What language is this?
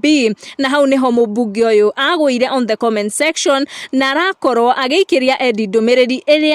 Kikuyu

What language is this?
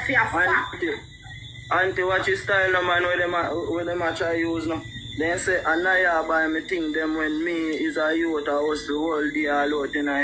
Jamaican Creole English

